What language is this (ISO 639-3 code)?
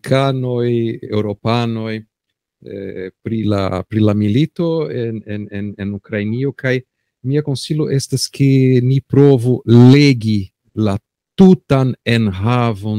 epo